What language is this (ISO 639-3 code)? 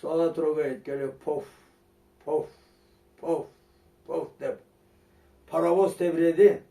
krc